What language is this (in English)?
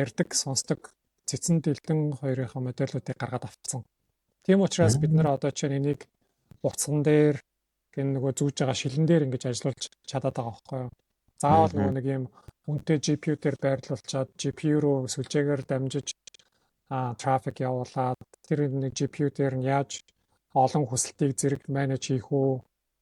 Mongolian